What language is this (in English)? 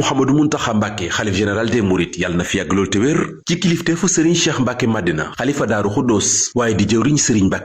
Wolof